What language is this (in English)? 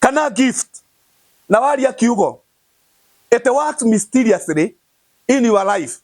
Kikuyu